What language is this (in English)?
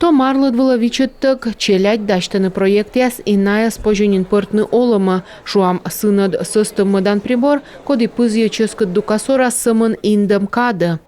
Komi